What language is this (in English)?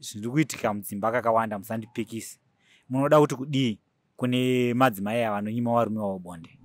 Shona